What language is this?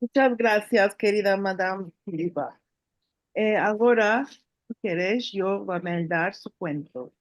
Ladino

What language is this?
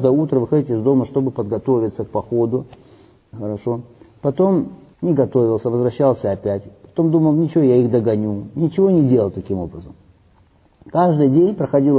Russian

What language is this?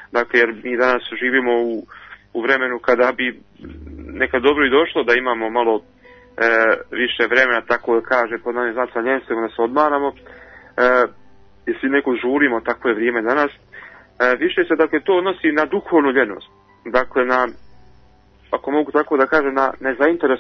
Bosnian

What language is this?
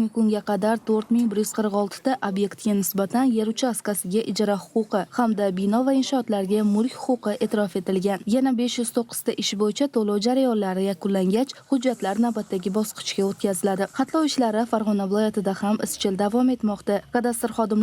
Uzbek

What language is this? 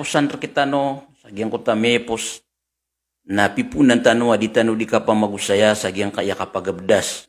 Maranao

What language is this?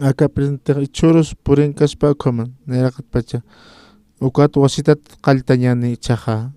Aymara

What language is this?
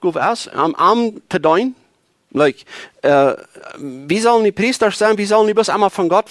Plautdietsch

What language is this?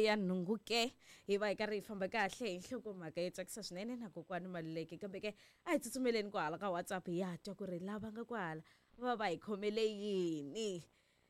Tsonga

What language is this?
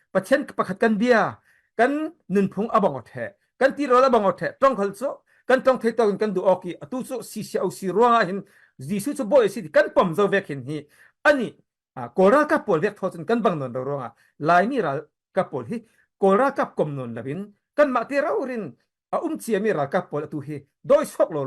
Falam Chin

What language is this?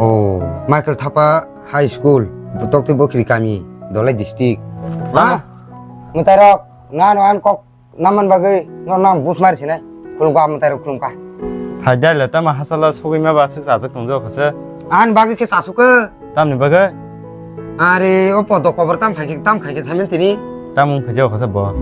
Kok Borok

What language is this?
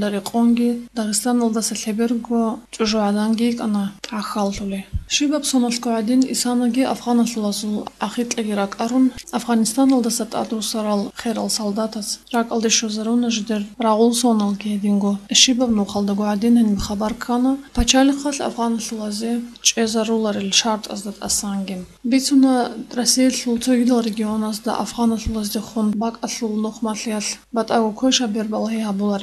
Avaric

